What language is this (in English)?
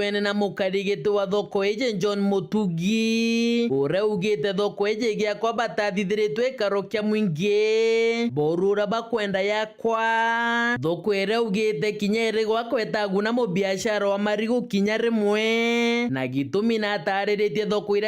Meru